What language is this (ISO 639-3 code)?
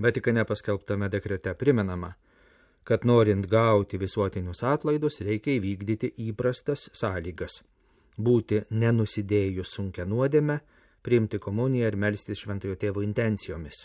lit